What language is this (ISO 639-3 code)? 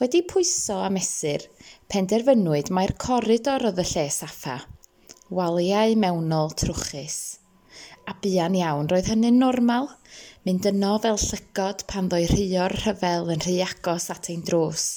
cym